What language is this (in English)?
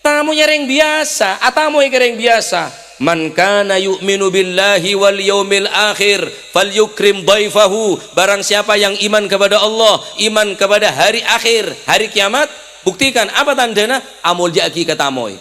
Madurese